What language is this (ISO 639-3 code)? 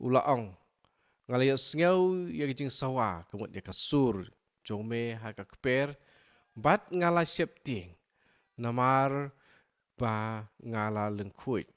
kha